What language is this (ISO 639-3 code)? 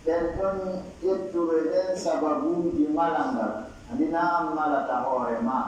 fuf